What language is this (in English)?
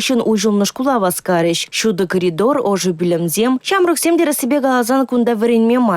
Chuvash